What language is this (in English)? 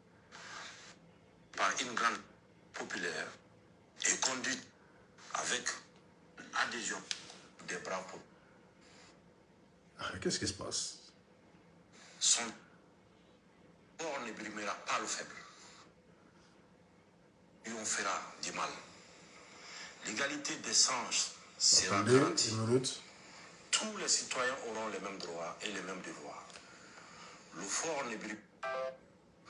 French